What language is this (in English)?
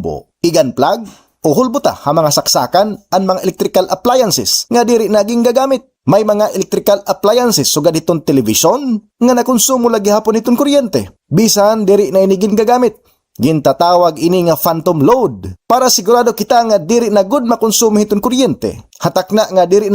Waray